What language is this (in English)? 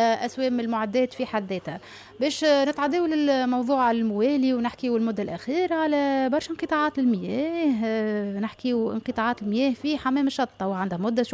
Tunisian Arabic